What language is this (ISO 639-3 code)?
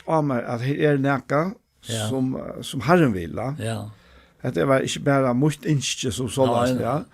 fao